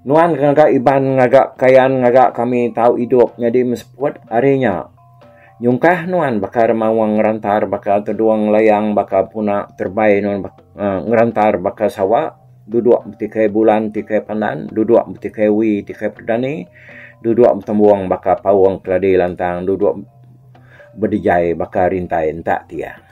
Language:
Iban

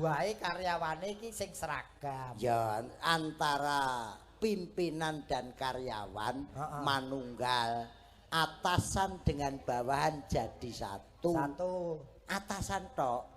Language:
Javanese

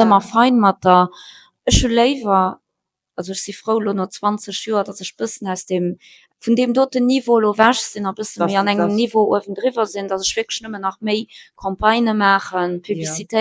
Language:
Luxembourgish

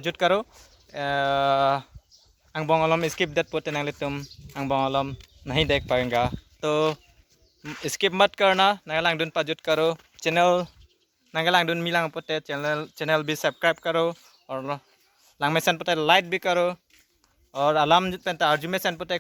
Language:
Karbi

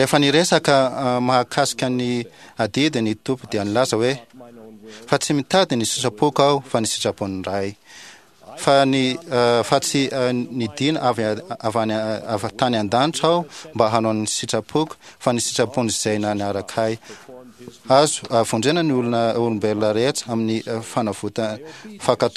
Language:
Malagasy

